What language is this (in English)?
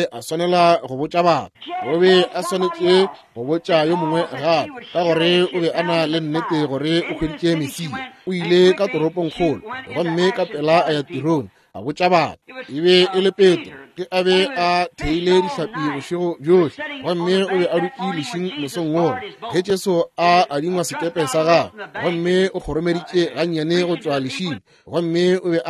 Northern Sotho